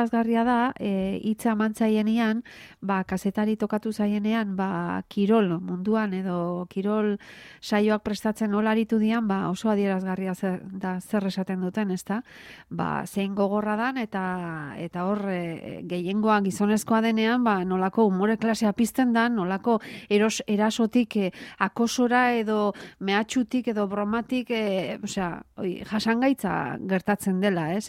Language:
Basque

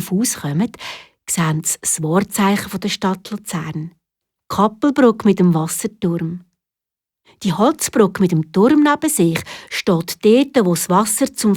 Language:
Swiss German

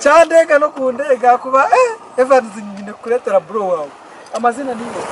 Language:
Nyankole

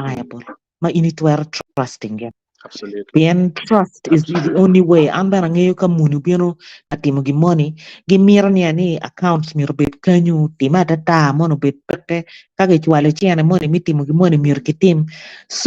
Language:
Acoli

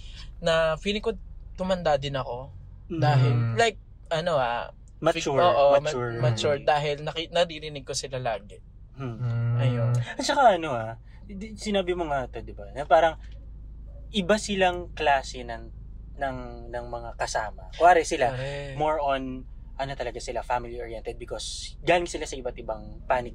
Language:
Filipino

